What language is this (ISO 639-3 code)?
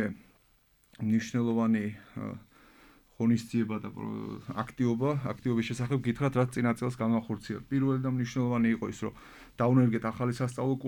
kat